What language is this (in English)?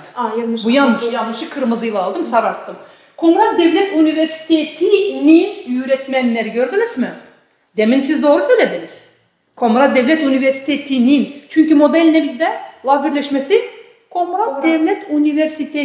Gagauz